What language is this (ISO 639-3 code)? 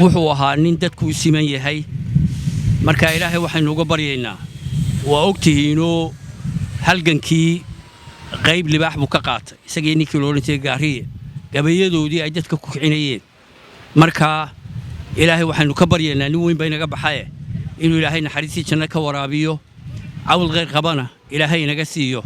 som